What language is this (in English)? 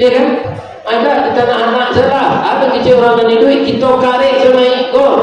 Minangkabau